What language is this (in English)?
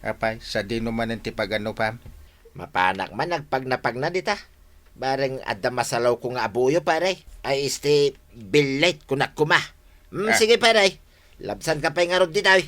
Iloko